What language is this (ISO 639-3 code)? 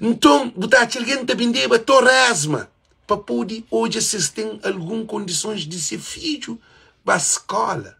kea